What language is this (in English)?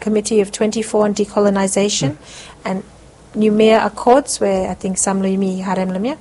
Bislama